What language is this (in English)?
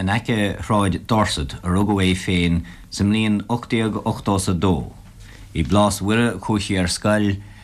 Irish